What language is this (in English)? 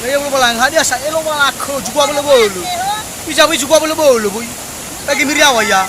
Nias